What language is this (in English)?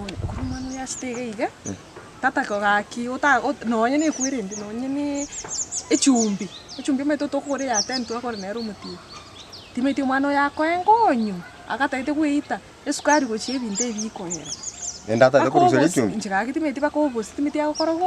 Gusii